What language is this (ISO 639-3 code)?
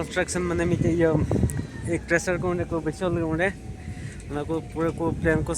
sat